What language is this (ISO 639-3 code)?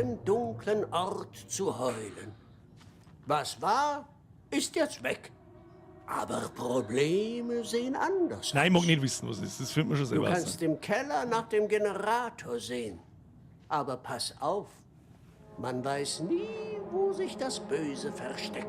bar